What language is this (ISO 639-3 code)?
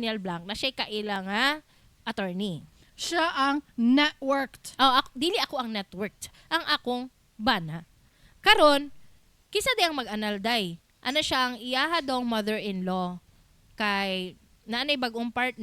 ceb